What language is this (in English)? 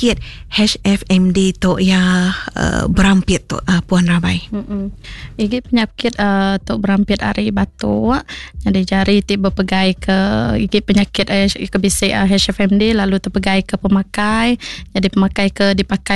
Iban